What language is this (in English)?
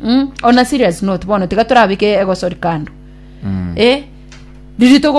Gusii